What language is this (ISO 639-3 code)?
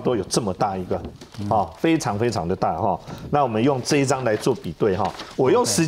zho